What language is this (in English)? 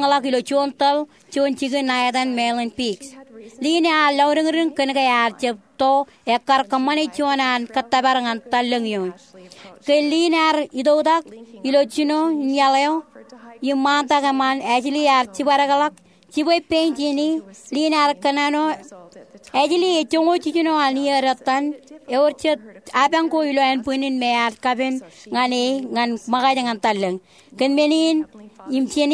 Marshallese